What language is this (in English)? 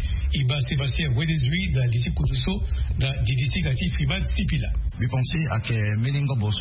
Sango